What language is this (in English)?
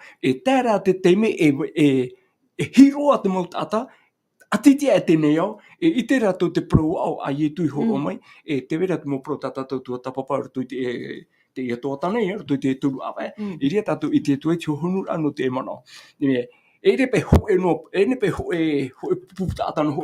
Tahitian